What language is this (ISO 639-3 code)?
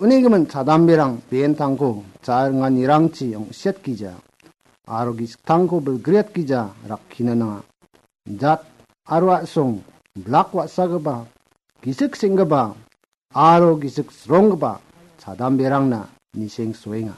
grt